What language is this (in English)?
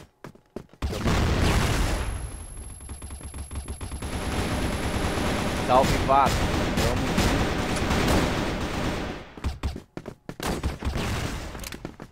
Portuguese